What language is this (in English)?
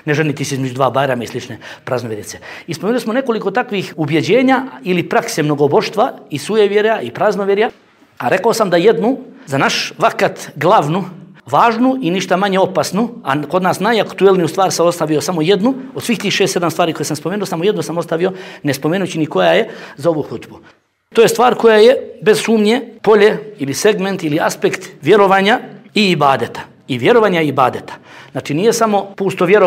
Bosnian